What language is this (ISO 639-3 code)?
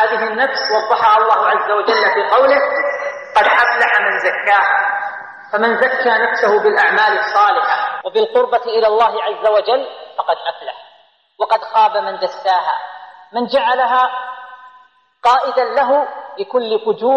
ara